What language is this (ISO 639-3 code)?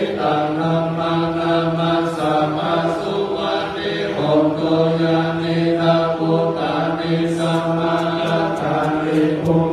pli